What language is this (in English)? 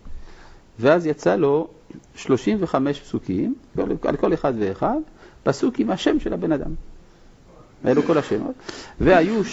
Hebrew